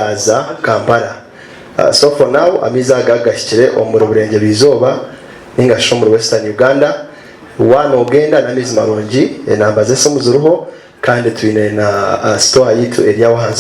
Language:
Nyankole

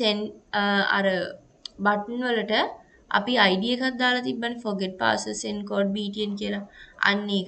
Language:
Sinhala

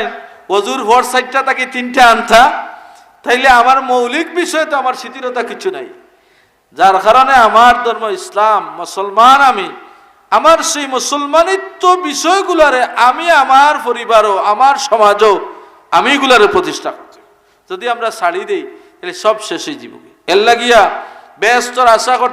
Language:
Sylheti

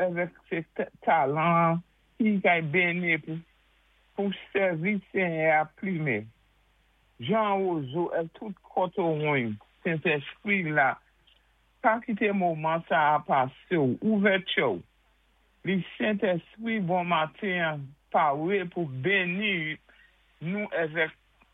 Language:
Saint Lucian Creole French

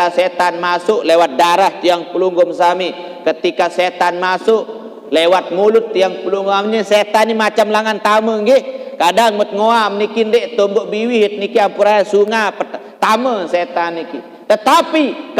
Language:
Sasak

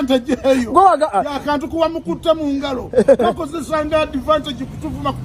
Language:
Ganda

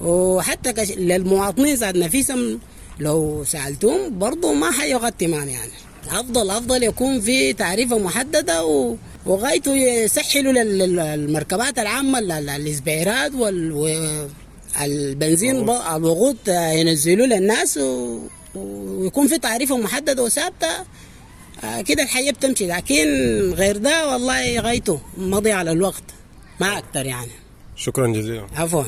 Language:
Sudanese Arabic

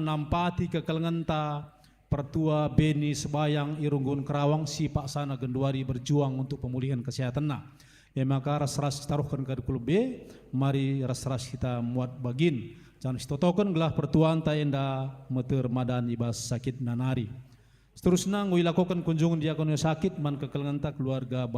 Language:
Batak Karo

